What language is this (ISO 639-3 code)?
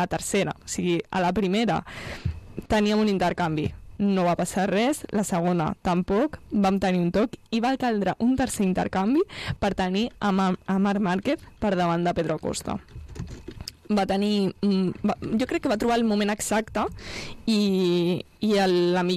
cat